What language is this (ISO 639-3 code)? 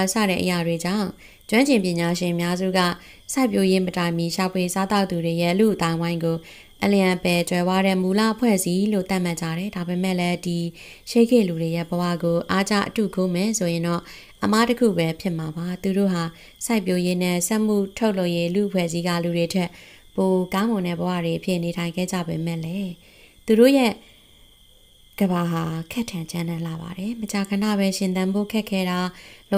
mya